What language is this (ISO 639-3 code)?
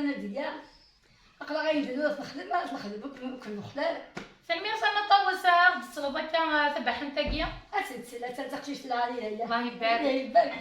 kab